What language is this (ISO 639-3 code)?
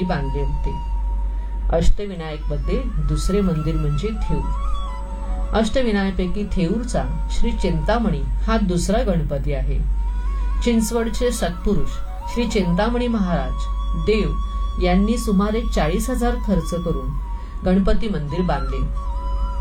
mar